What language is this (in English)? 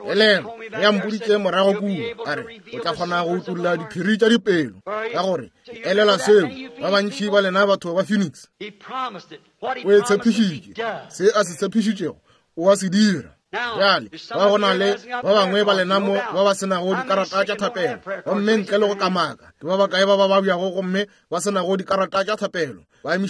Northern Sotho